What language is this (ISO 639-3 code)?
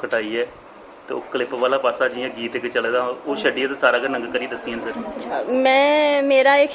doi